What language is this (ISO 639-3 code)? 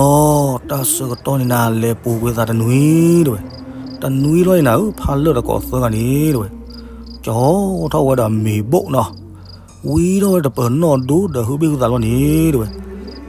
ksw